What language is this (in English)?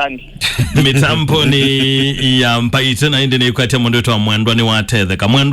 Kamba